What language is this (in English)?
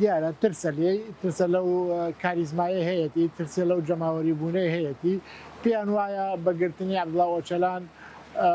Central Kurdish